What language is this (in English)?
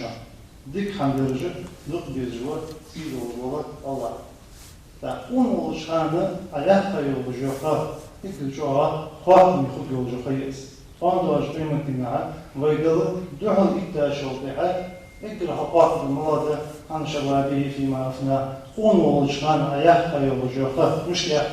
Ingush